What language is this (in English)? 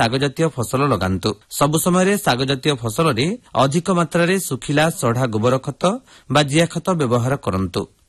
Odia